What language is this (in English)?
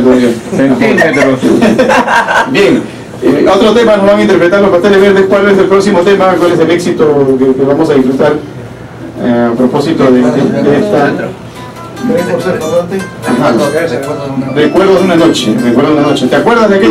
Spanish